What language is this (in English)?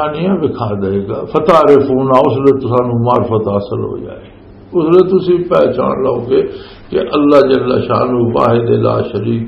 Western Panjabi